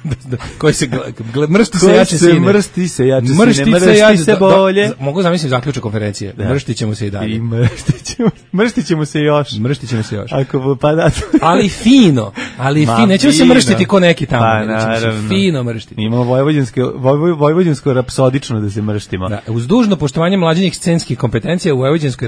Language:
Serbian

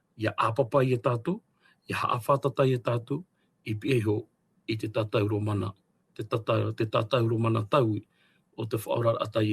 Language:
Tahitian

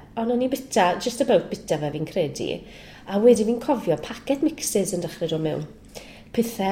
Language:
Welsh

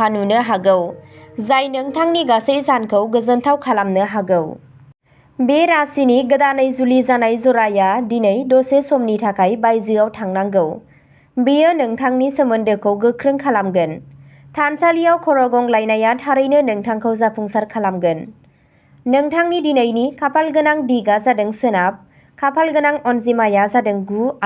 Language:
Bodo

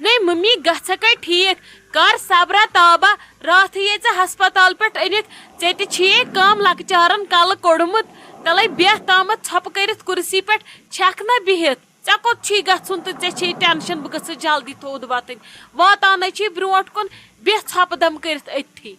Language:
Kashmiri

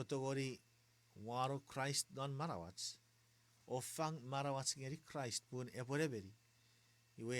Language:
Chuukese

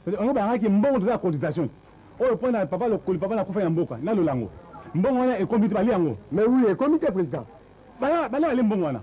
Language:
Lingala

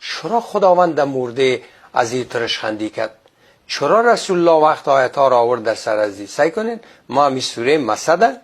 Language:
Persian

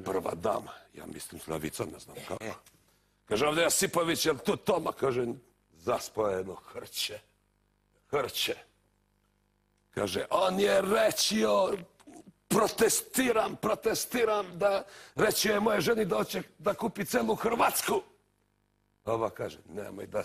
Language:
Serbian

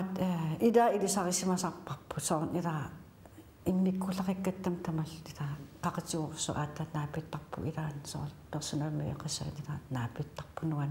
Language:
Kalaallisut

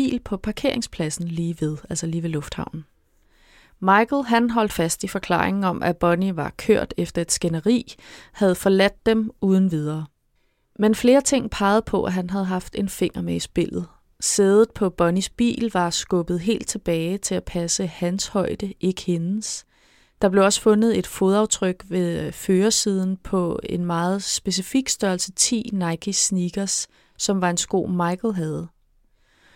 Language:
Danish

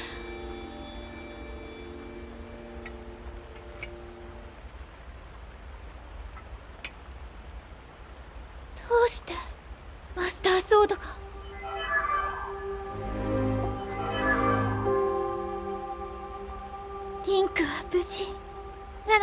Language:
Japanese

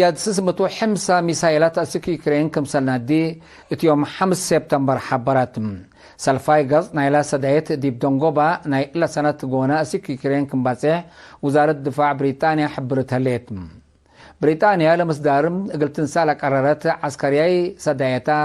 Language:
Tigre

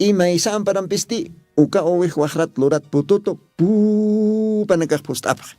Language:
Aymara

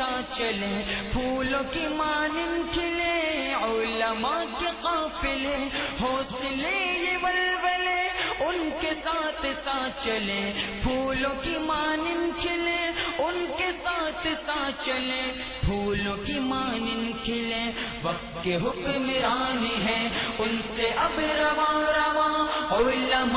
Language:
Gujarati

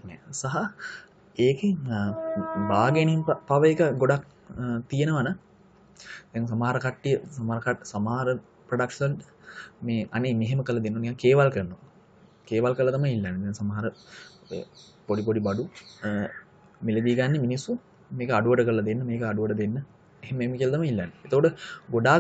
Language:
Sinhala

